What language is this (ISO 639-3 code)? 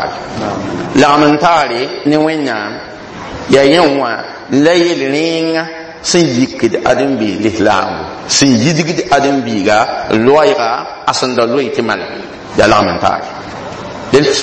mos